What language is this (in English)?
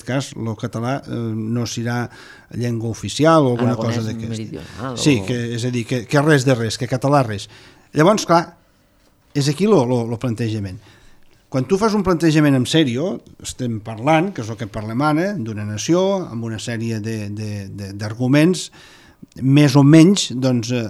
Catalan